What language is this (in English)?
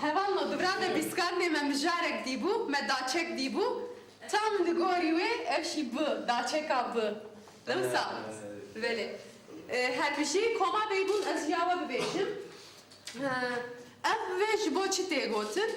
Kurdish